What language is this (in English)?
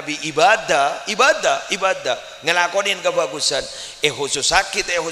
Madurese